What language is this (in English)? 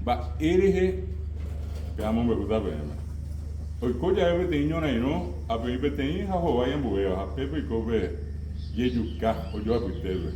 Guarani